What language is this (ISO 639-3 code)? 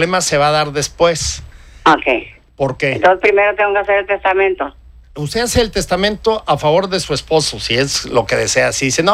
spa